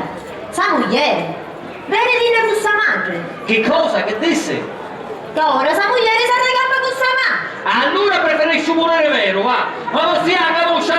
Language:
Sicilian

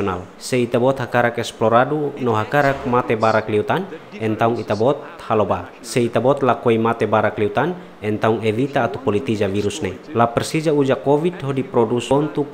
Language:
Tetum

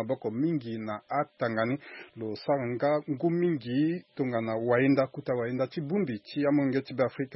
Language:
Sango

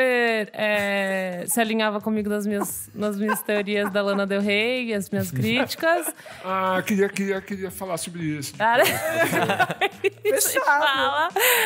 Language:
Portuguese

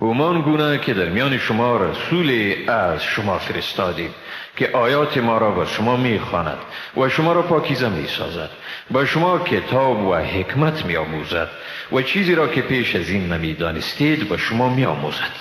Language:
Persian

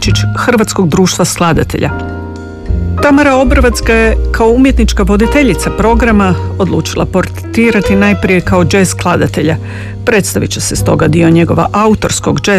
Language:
Croatian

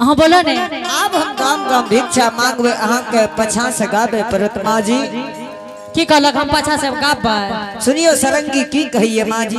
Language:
Angika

